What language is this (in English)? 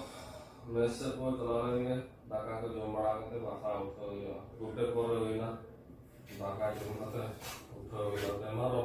Santali